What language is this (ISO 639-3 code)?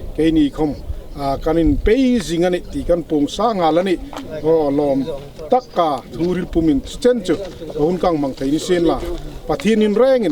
hmr